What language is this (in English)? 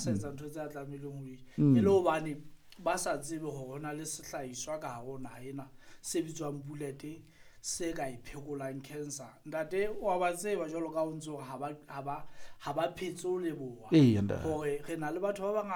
Southern Sotho